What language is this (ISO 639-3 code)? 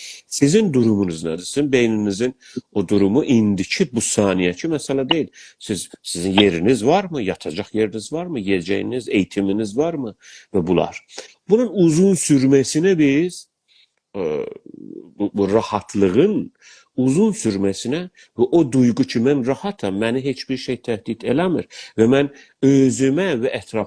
azb